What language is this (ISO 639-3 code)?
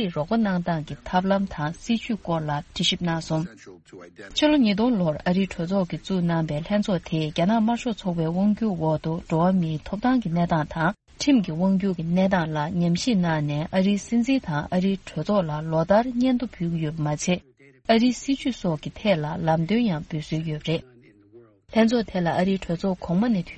bod